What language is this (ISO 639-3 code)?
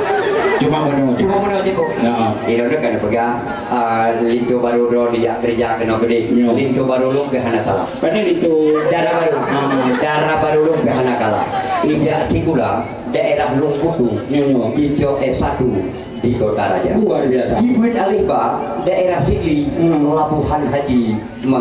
ace